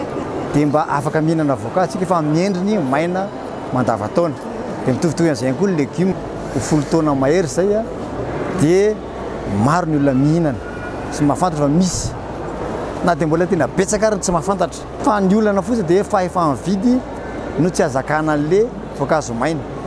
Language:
Malagasy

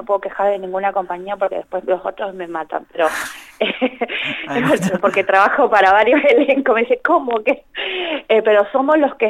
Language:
Spanish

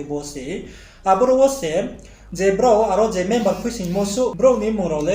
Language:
Riang (India)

